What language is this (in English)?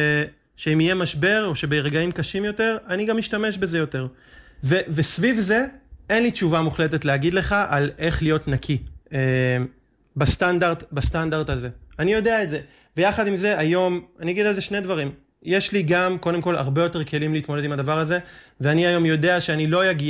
Hebrew